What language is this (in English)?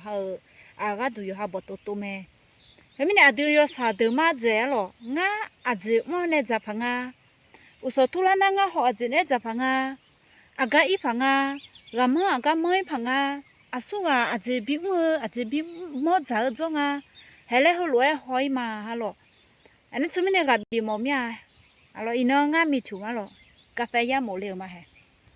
Akha